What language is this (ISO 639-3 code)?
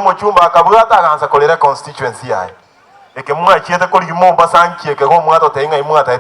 guz